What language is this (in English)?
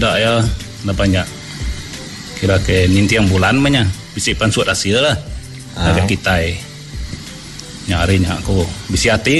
Iban